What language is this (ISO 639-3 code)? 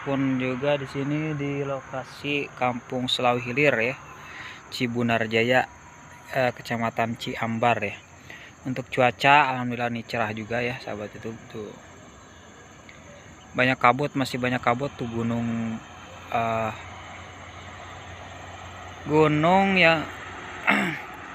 ind